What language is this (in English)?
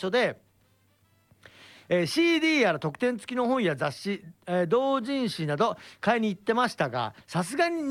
Japanese